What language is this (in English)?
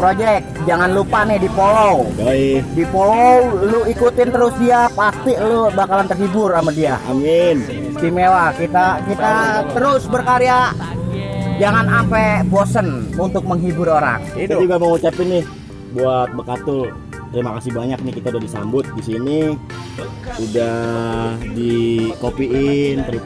Betawi